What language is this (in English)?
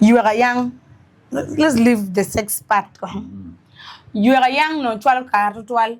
Acoli